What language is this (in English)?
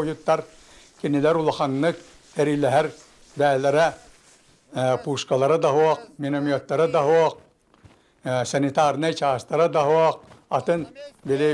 Yakut